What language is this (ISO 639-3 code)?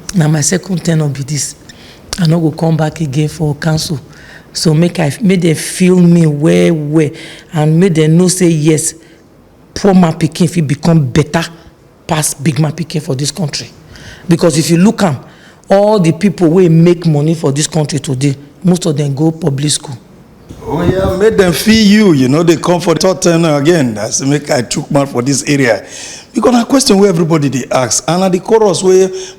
pcm